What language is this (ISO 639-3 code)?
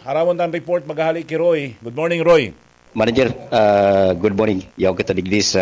bik